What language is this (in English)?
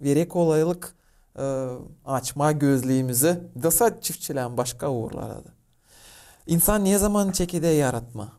Gagauz